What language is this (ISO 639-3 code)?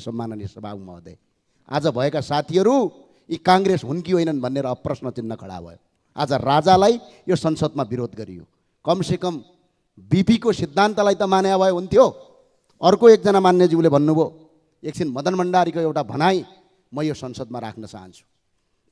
nep